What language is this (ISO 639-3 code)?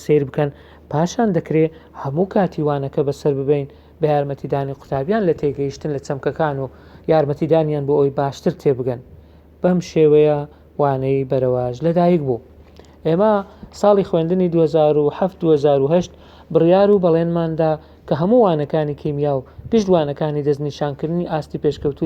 ckb